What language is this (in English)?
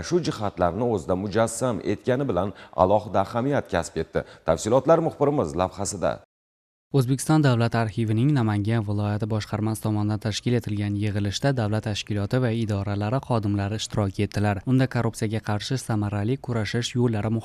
Uzbek